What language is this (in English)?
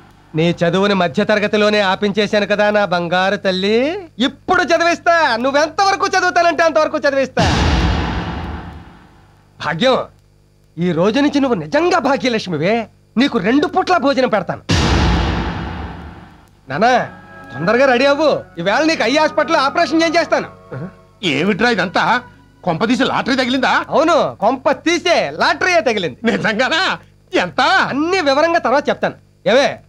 Telugu